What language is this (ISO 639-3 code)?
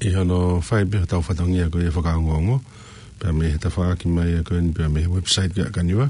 ton